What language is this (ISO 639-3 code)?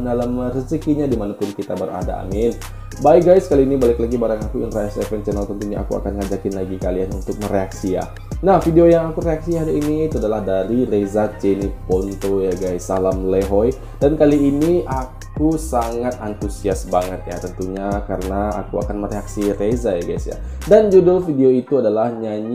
ind